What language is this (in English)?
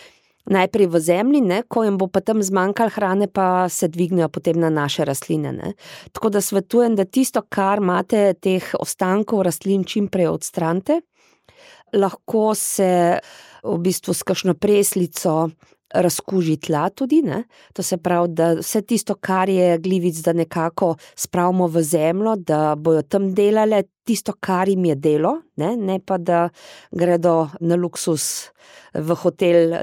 Slovenian